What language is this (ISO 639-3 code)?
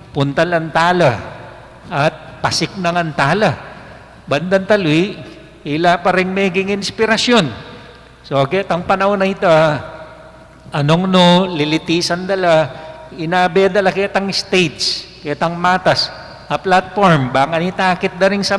pam